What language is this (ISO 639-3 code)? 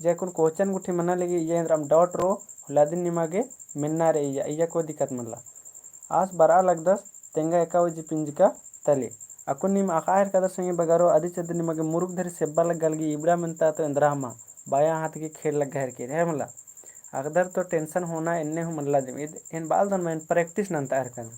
kru